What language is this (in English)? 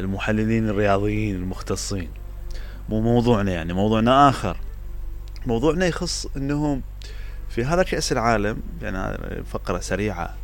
Mesopotamian Arabic